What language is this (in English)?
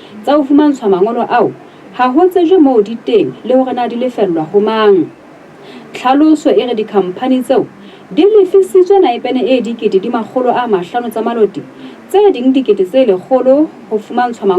Southern Sotho